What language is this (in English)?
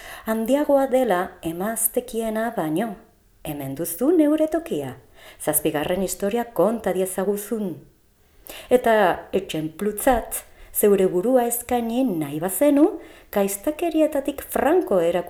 Basque